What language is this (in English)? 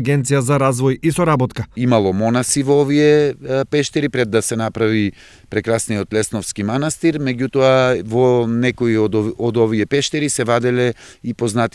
Macedonian